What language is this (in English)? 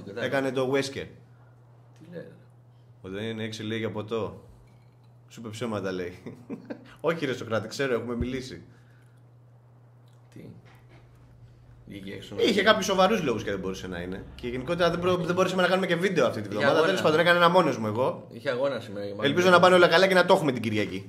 Greek